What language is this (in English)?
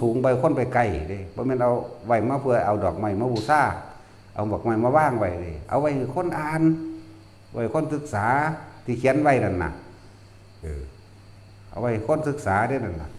Northeastern Thai